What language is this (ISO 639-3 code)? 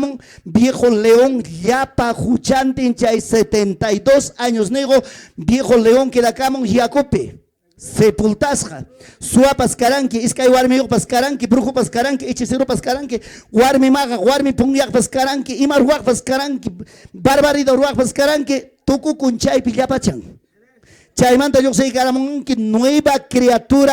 quy